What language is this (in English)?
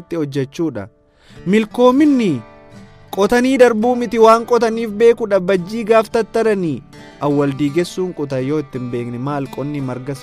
Oromo